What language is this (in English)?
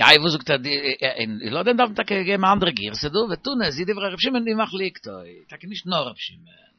Yiddish